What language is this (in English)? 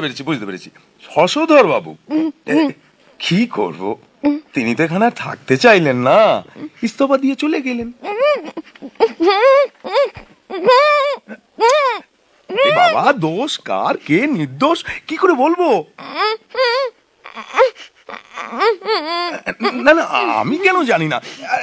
Bangla